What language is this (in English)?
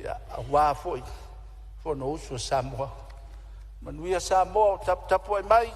Samoan